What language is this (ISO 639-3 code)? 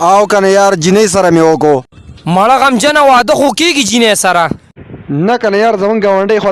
pus